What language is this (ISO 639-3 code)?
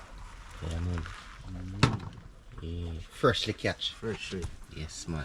jam